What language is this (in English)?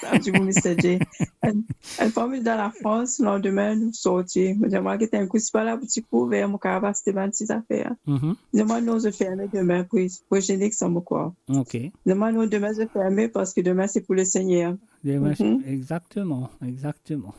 Morisyen